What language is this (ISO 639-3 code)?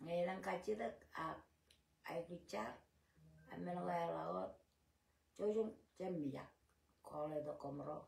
mah